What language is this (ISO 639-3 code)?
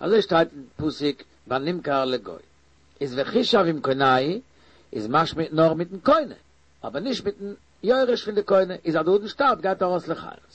yid